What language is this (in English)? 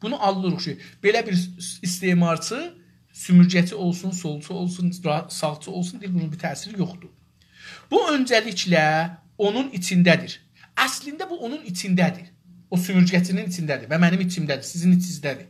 South Azerbaijani